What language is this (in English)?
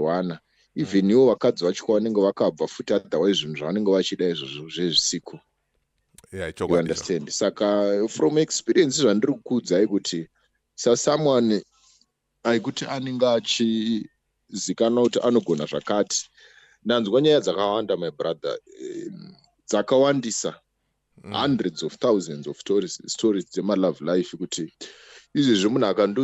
Shona